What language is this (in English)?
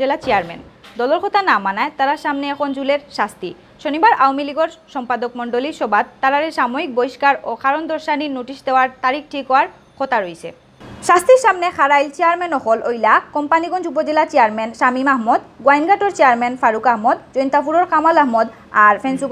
Sylheti